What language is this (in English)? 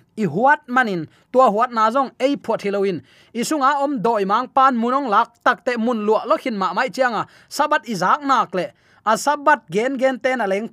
Tedim Chin